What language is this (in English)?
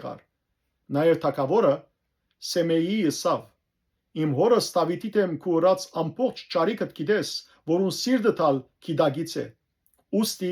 Western Armenian